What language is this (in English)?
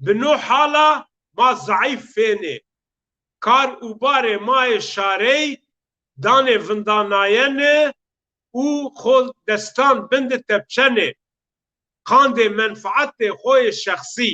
Zaza